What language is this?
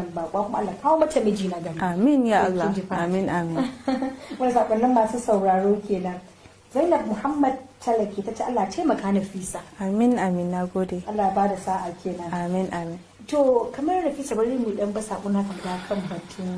Hausa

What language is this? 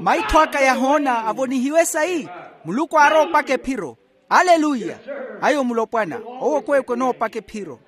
Makhuwa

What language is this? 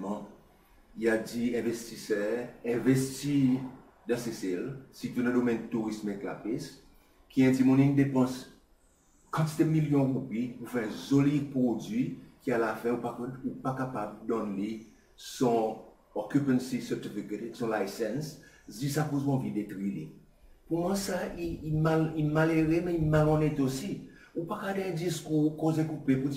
Seselwa Creole French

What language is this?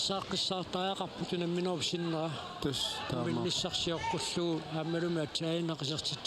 Kalaallisut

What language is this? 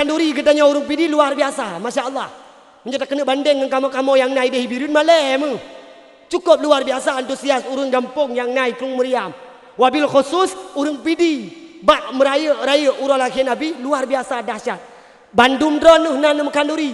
Achinese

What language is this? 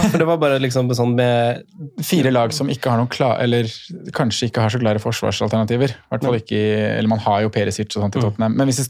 Norwegian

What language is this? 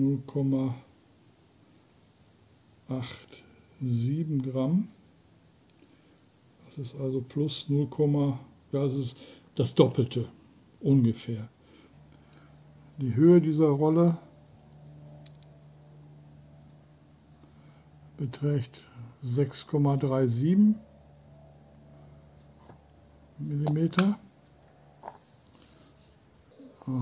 German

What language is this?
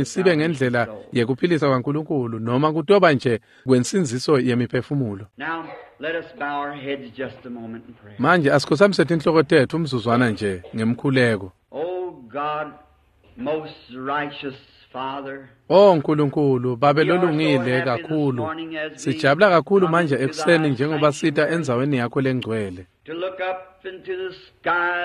Swati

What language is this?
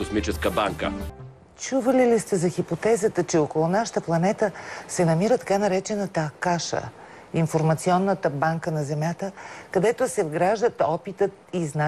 Bulgarian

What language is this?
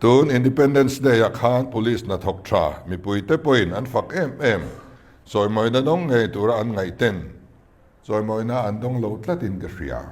Mizo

